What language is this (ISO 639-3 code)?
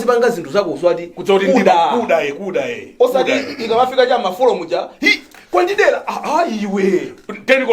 nya